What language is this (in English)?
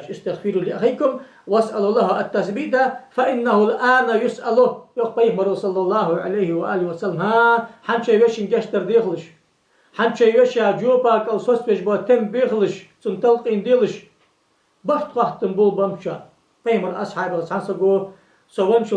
Ingush